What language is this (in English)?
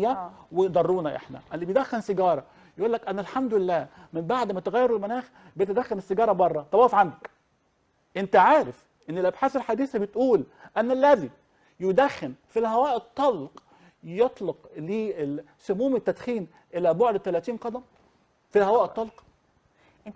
Egyptian Arabic